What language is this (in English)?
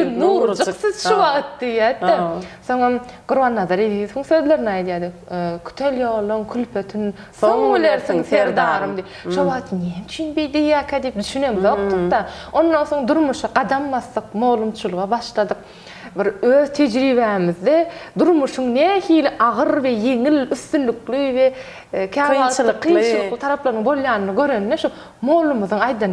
Turkmen